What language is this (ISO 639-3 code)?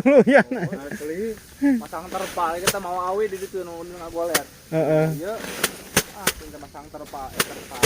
sun